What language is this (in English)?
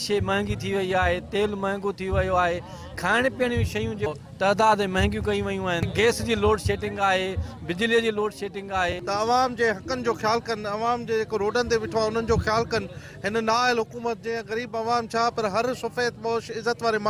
Sindhi